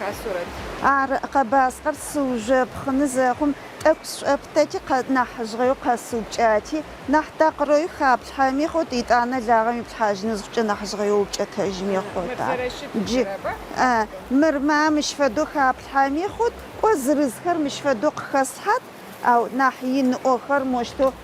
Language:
Adyghe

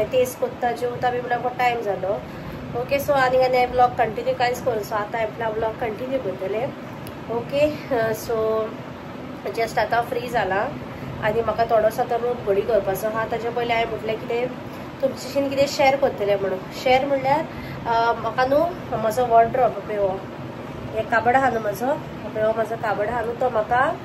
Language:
Konkani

